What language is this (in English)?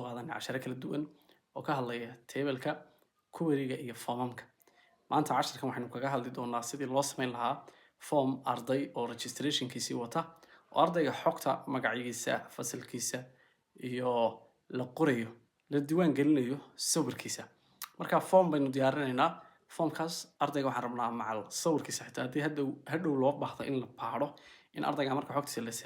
Somali